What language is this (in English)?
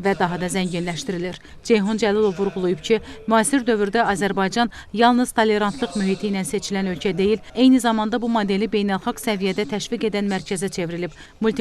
Azerbaijani